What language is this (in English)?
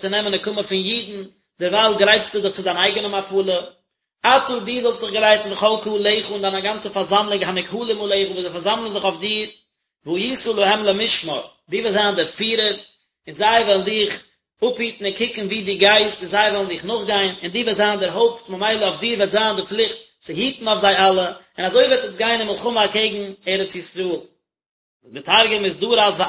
Yiddish